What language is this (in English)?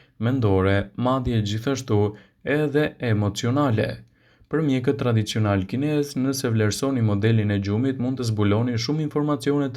Albanian